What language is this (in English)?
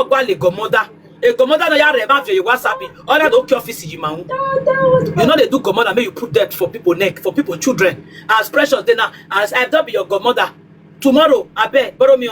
Nigerian Pidgin